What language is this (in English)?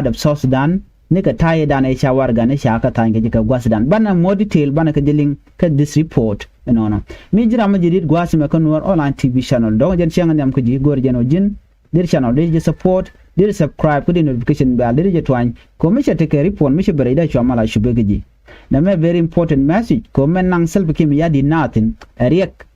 Nuer